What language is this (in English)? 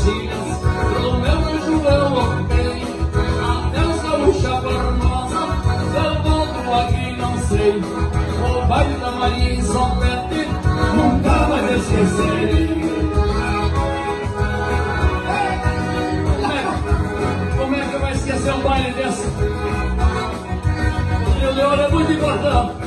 Portuguese